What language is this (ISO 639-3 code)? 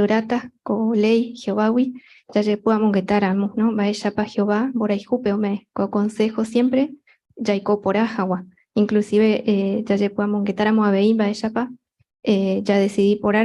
grn